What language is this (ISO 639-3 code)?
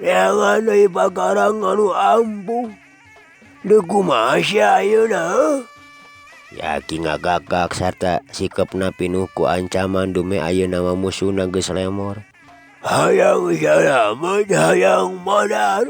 sun